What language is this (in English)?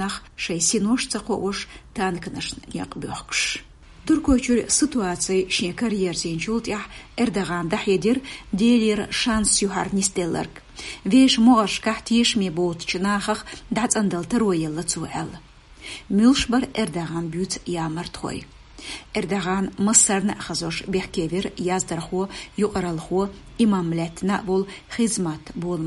Chechen